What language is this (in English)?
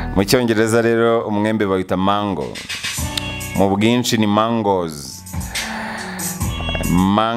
Kinyarwanda